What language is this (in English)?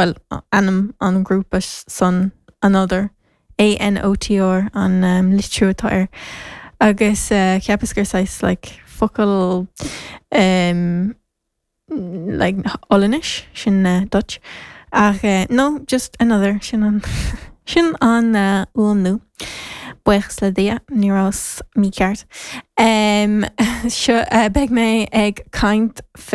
Irish